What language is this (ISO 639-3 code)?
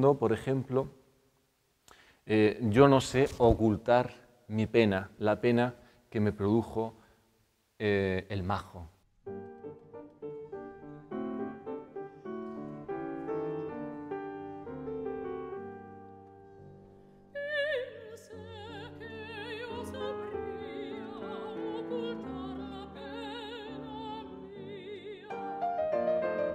spa